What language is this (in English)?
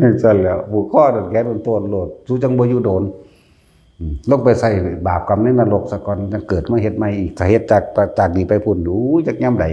Northeastern Thai